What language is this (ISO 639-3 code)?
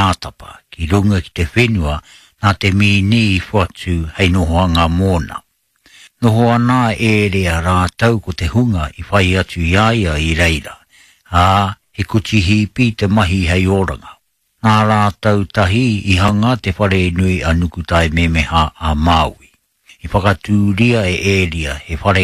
mri